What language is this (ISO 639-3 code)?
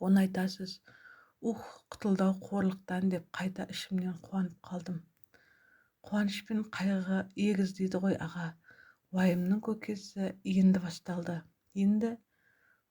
kaz